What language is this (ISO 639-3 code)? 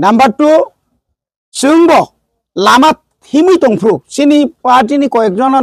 trp